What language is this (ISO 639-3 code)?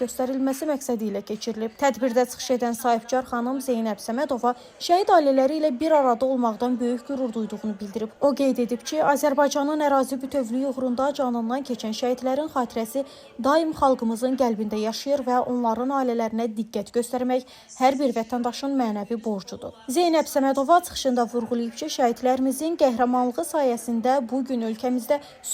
aze